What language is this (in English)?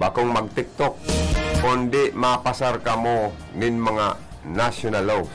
Bikol